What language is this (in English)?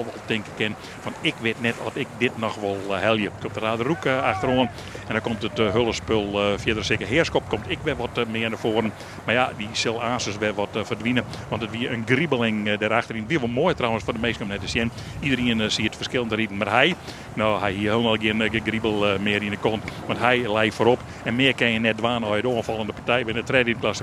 Western Frisian